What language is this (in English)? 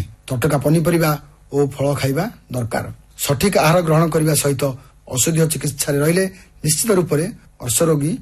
Odia